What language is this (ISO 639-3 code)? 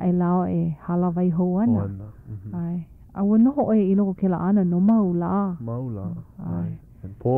haw